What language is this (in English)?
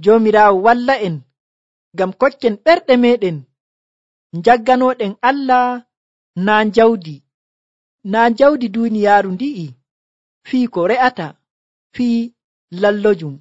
Nigerian Fulfulde